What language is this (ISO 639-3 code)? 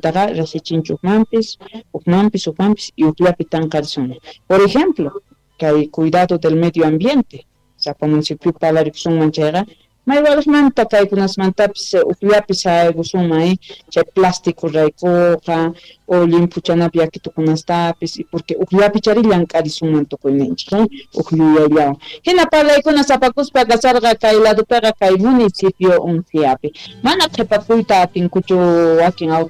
que